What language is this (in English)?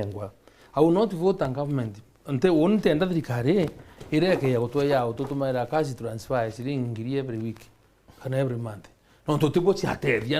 Meru